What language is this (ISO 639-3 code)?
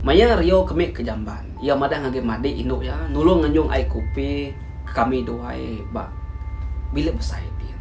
iba